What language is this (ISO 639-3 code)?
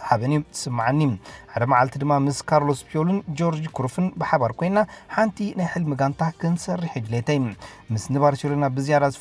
tir